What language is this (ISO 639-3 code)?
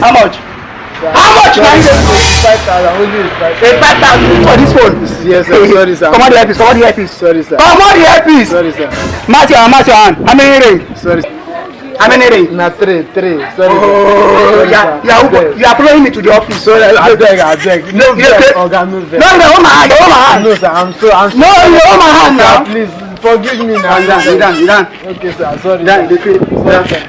pcm